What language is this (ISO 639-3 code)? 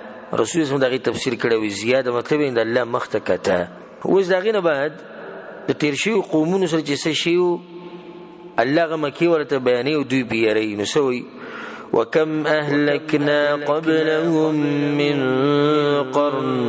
pus